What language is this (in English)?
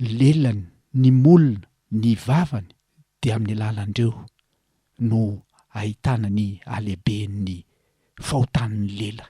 Malagasy